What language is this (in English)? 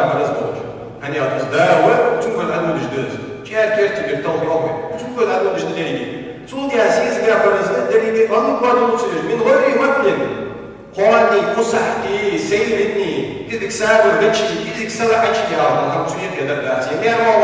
Ingush